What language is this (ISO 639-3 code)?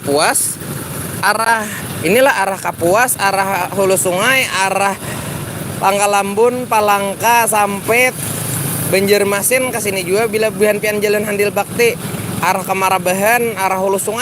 bjn